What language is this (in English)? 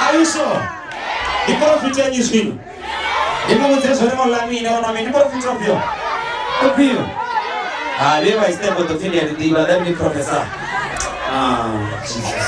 Venda